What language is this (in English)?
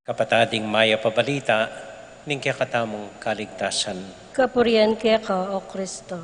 Pampanga